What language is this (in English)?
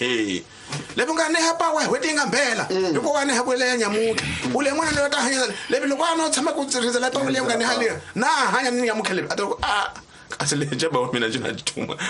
Tsonga